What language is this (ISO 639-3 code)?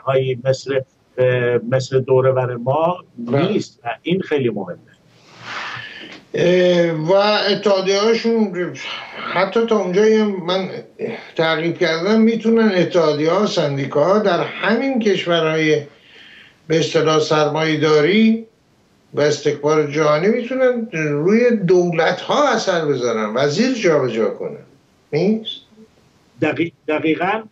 fas